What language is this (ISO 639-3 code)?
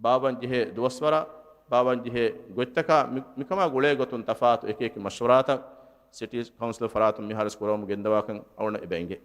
div